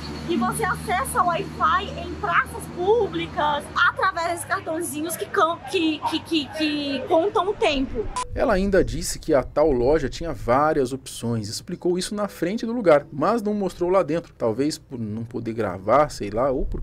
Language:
Portuguese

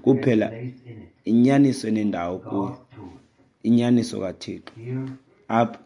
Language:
Xhosa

